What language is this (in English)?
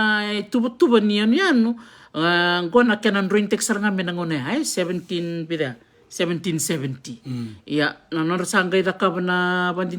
Fijian